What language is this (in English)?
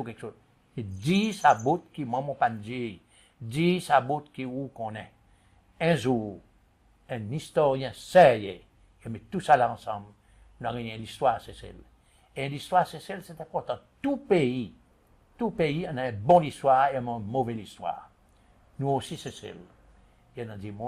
Seselwa Creole French